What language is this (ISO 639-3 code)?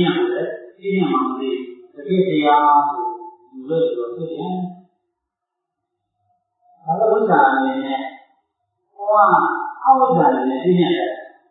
mya